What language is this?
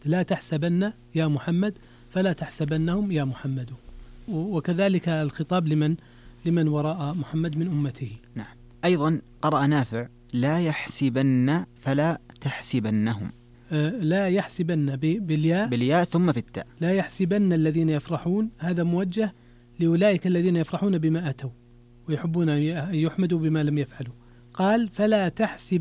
Arabic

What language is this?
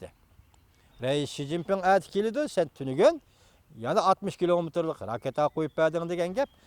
Uyghur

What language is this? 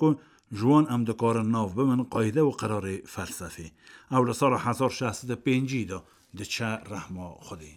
Kurdish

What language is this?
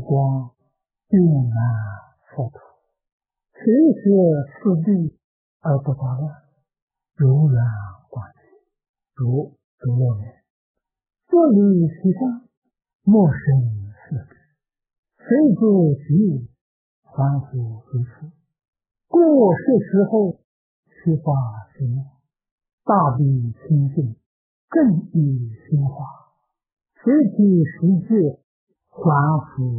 Chinese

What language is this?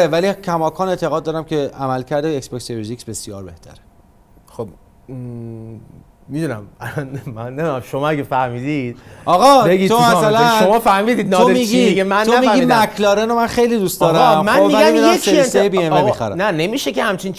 Persian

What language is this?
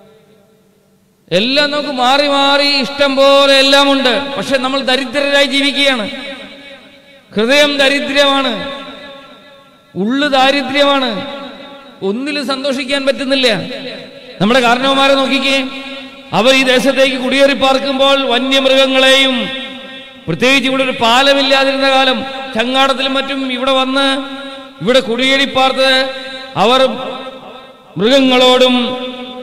Malayalam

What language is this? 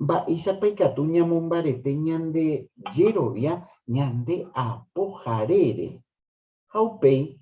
Guarani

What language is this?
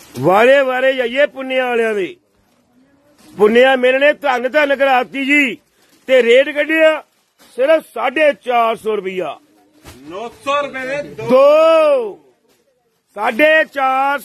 Punjabi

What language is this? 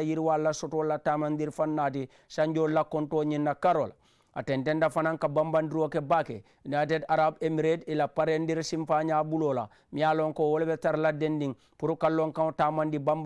Mandingo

